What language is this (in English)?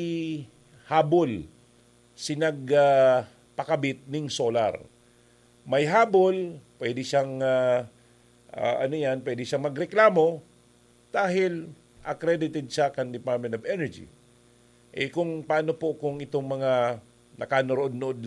Bikol